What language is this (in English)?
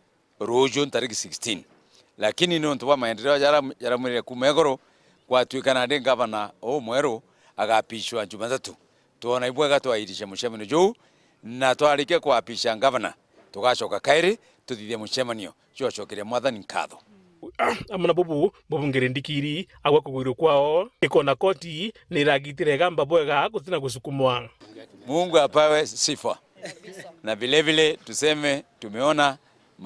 Meru